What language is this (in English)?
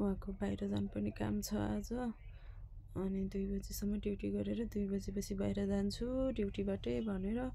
Nepali